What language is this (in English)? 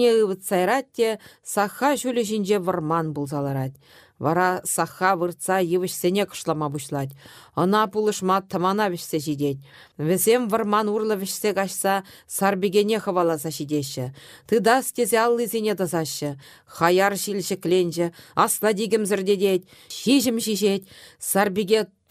Chuvash